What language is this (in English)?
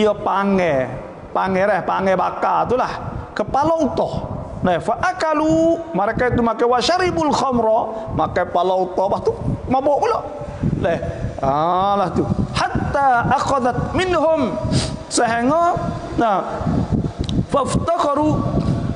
Malay